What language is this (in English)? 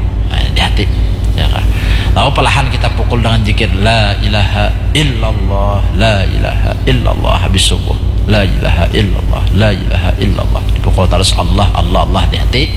Banjar